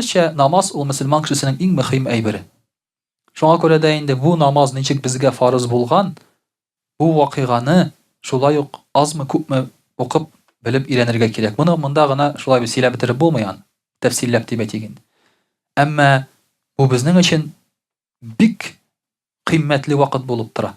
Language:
Tatar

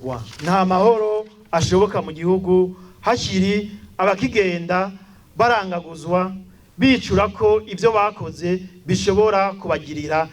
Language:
Rundi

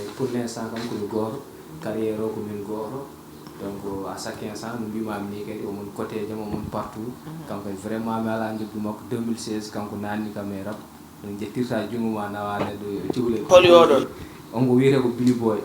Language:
Fula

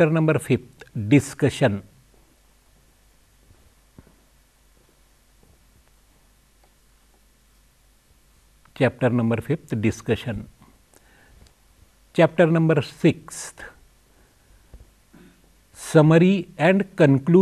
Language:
Marathi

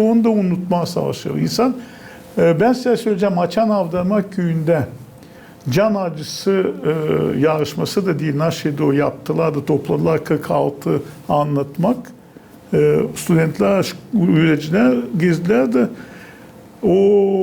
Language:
Gagauz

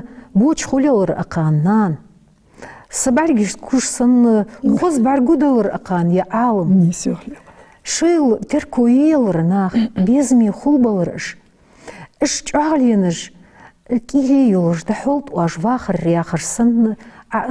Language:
Ingush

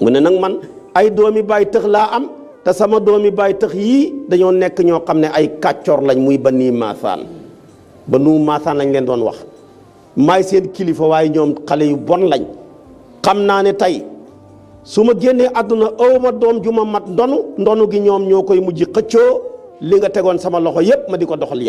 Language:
Wolof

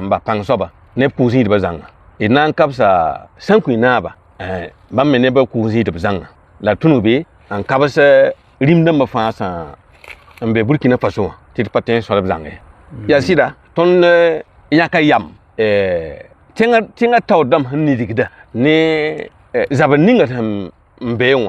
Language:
Mossi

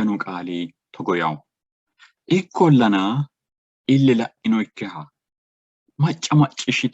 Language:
Sidamo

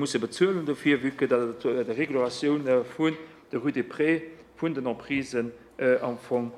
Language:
Luxembourgish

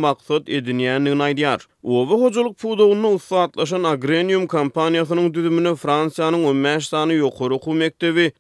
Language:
Turkmen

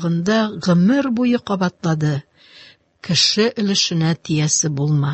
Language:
Tatar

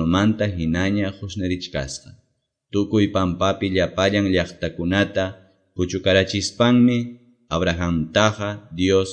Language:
Quechua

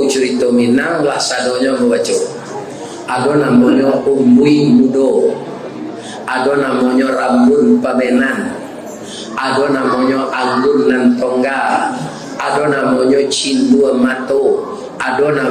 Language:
Minangkabau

